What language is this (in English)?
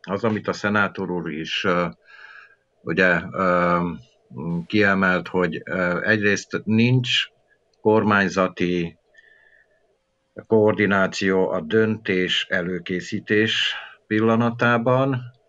Hungarian